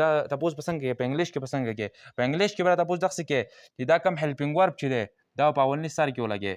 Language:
Pashto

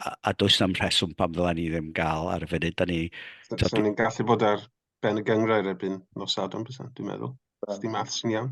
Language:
Welsh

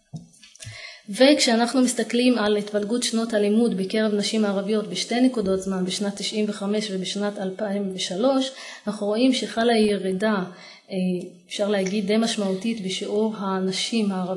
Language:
Hebrew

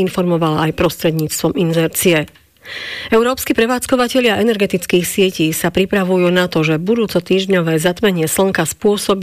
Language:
Slovak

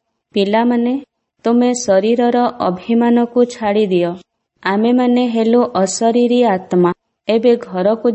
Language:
Odia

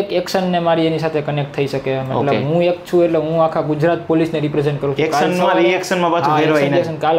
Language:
Gujarati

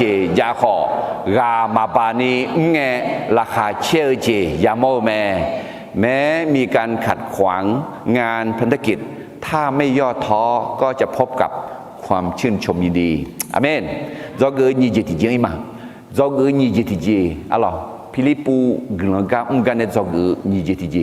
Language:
Akha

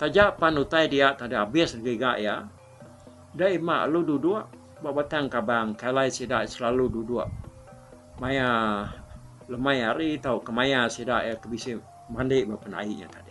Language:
Iban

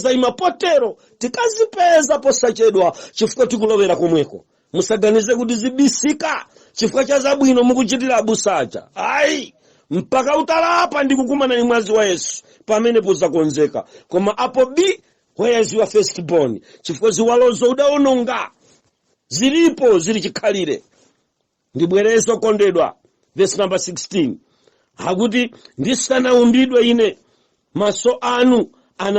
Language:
Nyanja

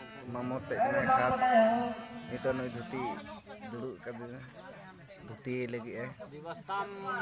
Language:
Santali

